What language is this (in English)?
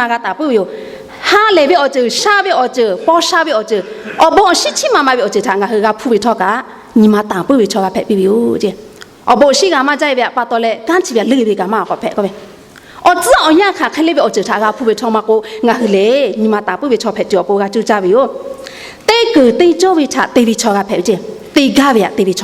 Lahu